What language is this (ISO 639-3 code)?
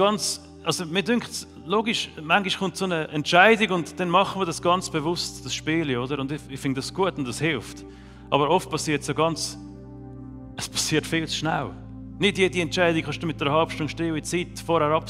gsw